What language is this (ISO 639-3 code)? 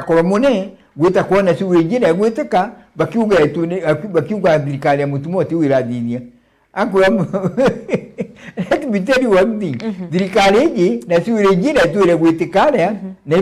mer